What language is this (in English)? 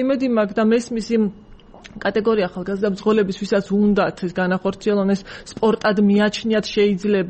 Georgian